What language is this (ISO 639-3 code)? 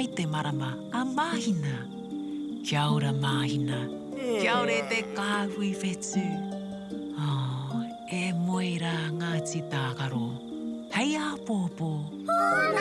mri